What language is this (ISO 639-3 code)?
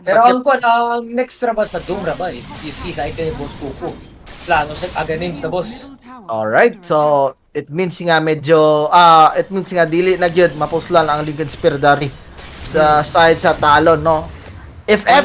ceb